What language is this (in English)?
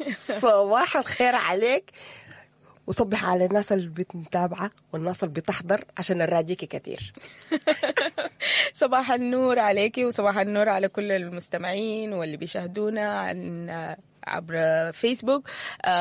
Sudanese Arabic